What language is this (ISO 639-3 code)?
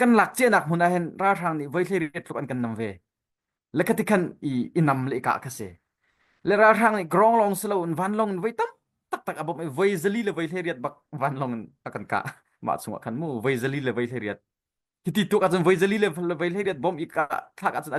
cnh